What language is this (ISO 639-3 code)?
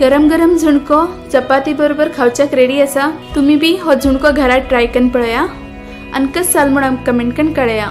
kok